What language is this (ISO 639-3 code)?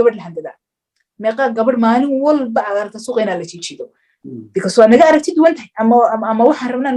som